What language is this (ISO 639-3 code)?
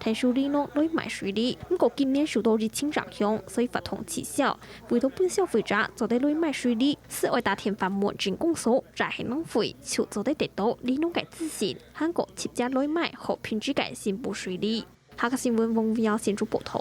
hak